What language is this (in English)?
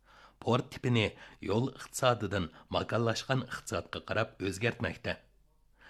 Uyghur